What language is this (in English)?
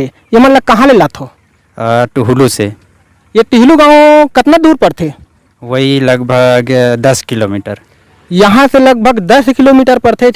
Chhattisgarhi